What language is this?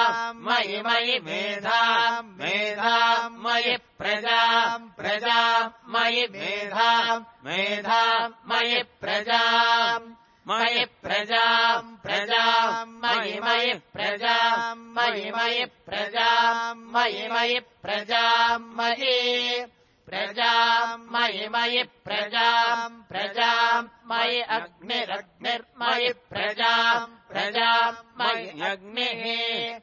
Sanskrit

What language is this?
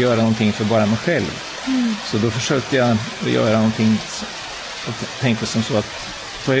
Swedish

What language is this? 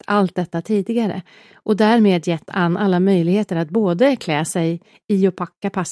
Swedish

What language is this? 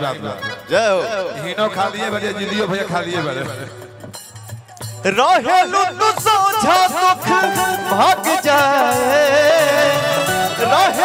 Bhojpuri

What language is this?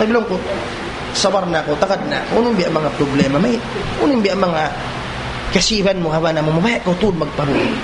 Tausug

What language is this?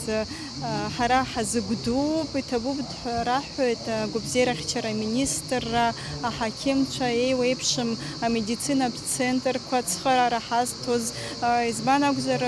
Abkhazian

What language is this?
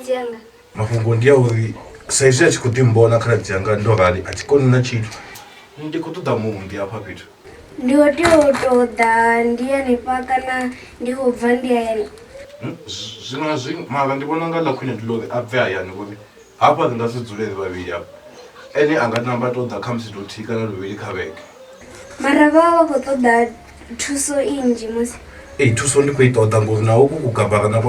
Venda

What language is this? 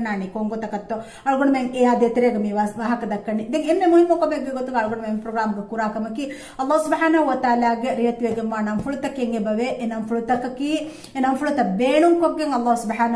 Divehi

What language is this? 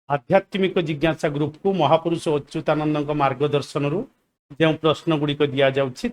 Odia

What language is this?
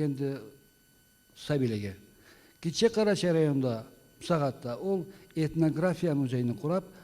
Karachay-Balkar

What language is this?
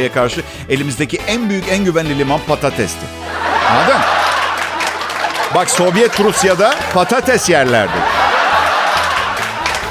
Turkish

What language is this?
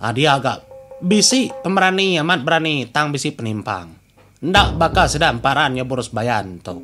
Iban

